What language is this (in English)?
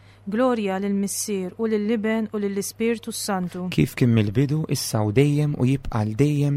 Maltese